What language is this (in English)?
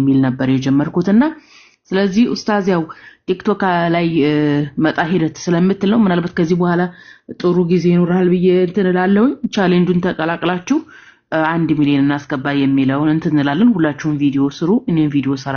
Amharic